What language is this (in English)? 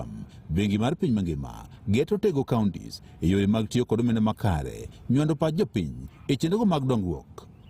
Luo (Kenya and Tanzania)